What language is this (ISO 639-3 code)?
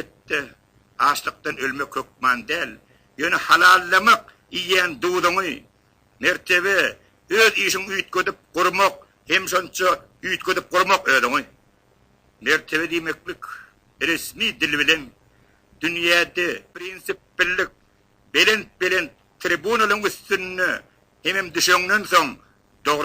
tuk